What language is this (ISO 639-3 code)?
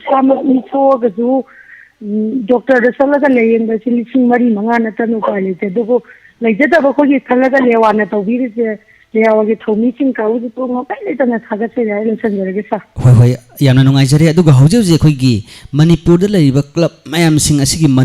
mni